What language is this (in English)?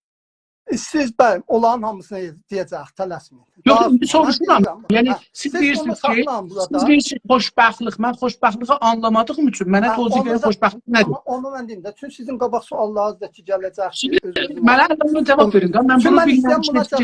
South Azerbaijani